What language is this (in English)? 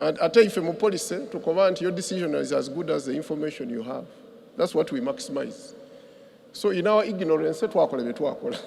Soga